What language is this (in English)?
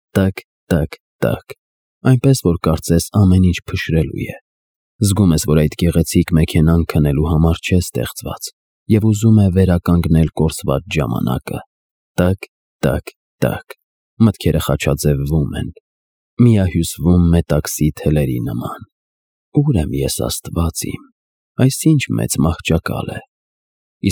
Armenian